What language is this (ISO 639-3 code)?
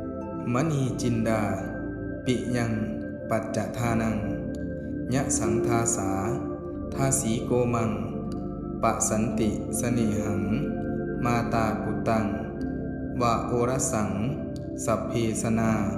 pli